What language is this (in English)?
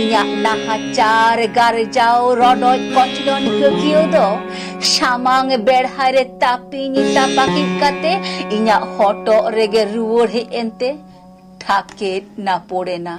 Santali